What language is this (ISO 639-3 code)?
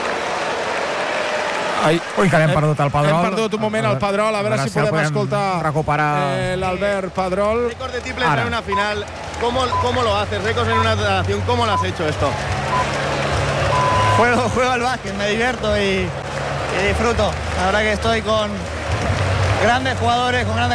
cat